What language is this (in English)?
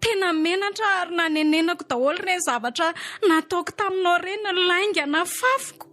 Malagasy